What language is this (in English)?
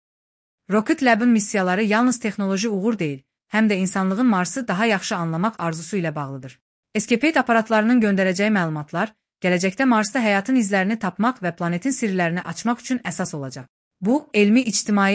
Azerbaijani